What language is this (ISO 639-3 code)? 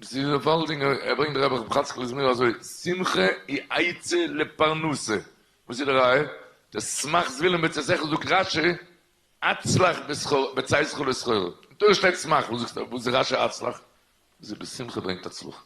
yid